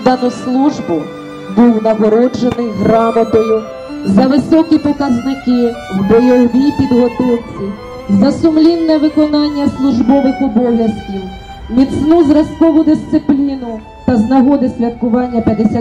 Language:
Ukrainian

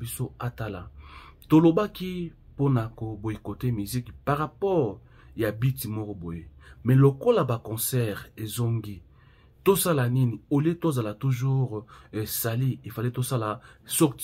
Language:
Lingala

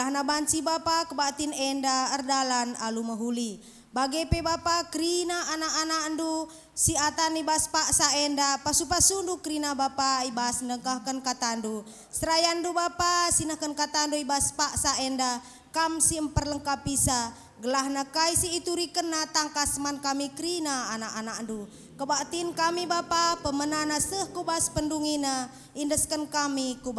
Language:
Batak Karo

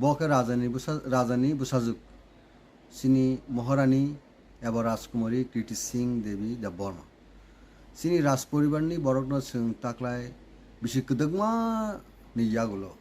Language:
Kok Borok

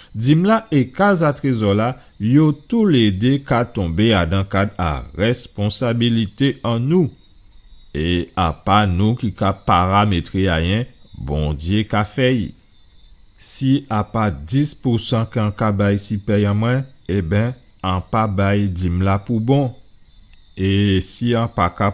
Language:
Guadeloupean Creole French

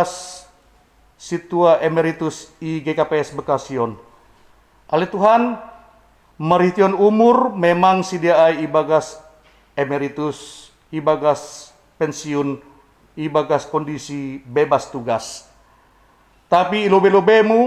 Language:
Batak Simalungun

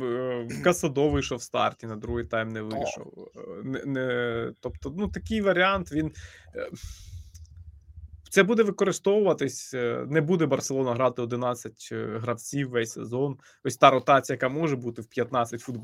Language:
Ukrainian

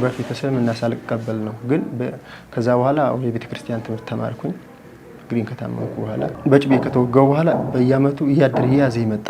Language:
Amharic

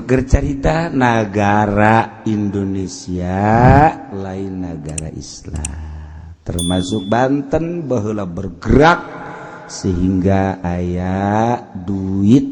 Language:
Sundanese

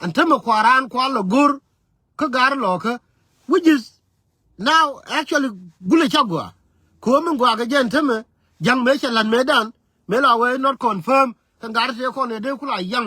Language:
Nuer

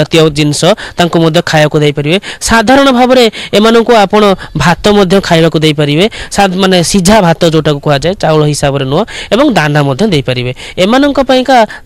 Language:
Odia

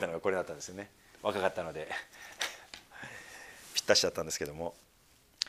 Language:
Japanese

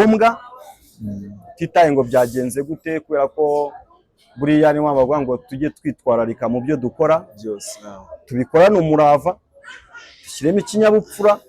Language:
Kinyarwanda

